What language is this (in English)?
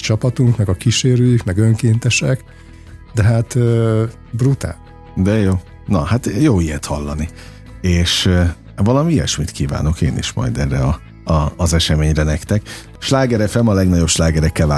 Hungarian